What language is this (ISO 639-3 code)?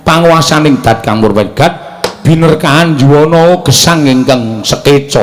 jav